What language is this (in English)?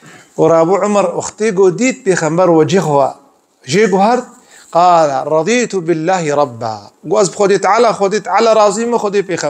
Kurdish